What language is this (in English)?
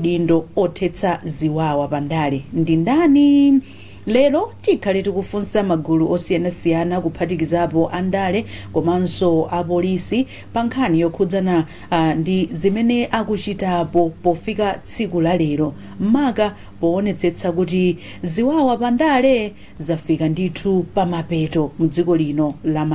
Nyanja